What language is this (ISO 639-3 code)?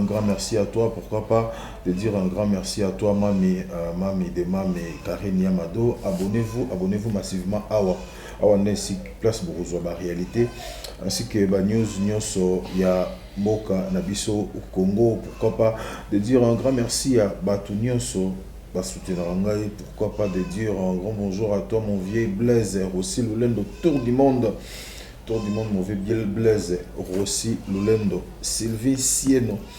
lin